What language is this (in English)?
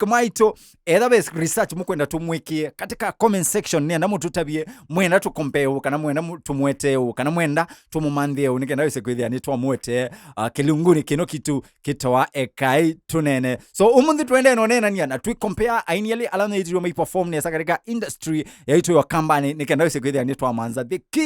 Kamba